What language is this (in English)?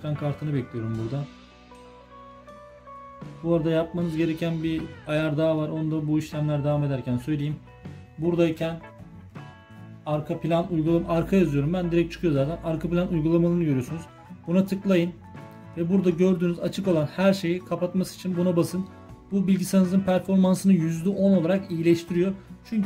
Turkish